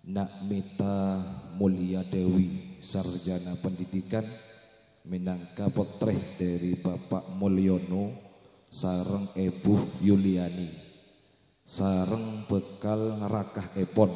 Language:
Madurese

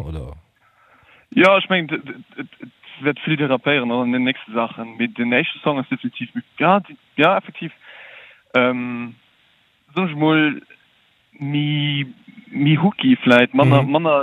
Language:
Luxembourgish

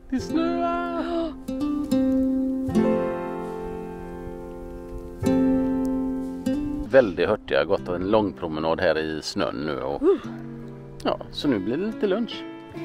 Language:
Swedish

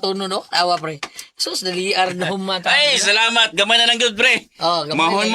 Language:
Cebuano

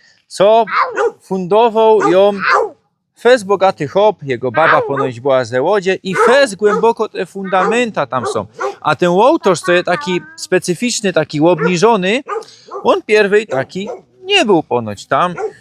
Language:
Silesian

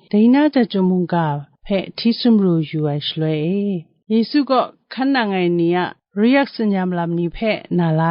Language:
Kachin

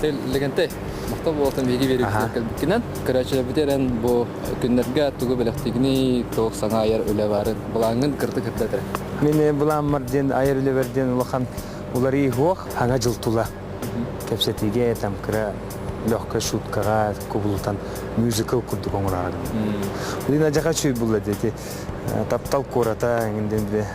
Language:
Yakut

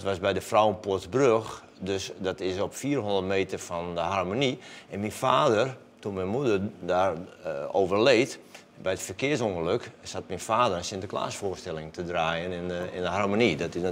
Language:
Western Frisian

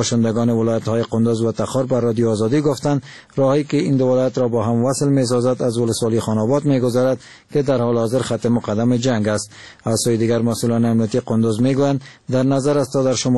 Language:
Persian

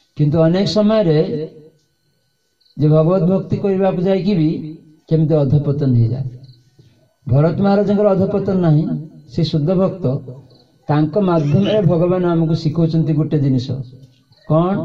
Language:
Odia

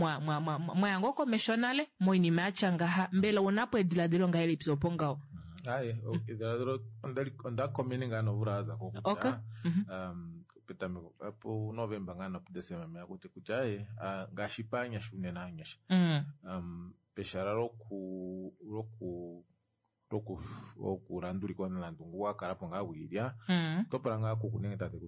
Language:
Kuanyama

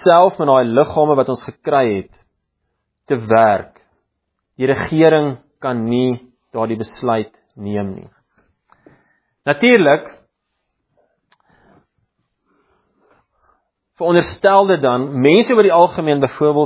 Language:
Afrikaans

